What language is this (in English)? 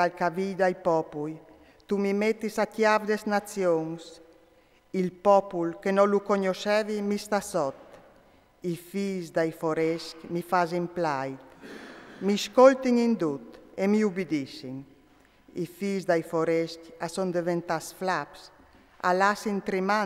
Friulian